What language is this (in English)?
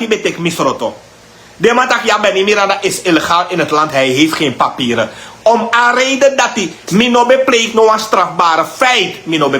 Sranan Tongo